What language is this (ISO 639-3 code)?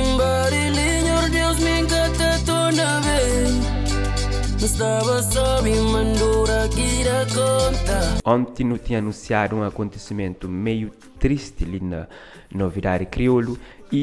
kea